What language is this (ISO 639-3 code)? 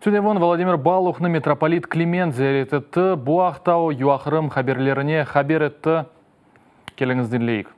crh